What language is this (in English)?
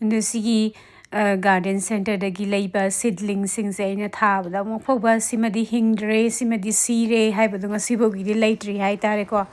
Manipuri